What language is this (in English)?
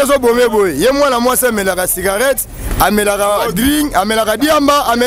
Lingala